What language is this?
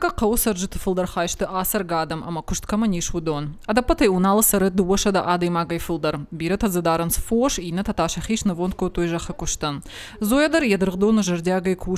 Ossetic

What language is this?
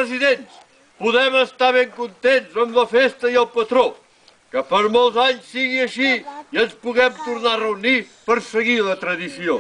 Catalan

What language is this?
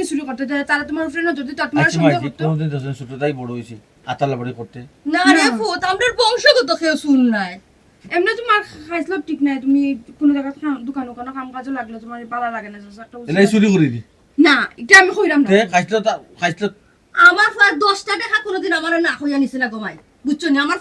Sylheti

